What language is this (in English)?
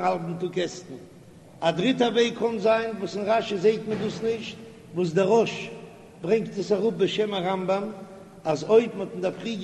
Yiddish